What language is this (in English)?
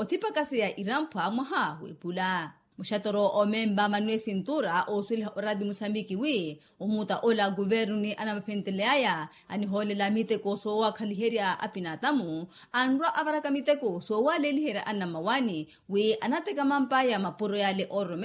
Makhuwa